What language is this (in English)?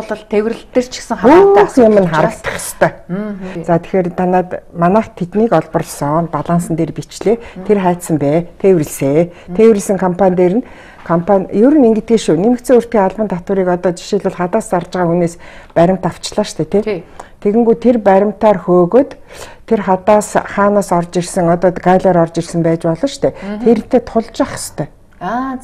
Mongolian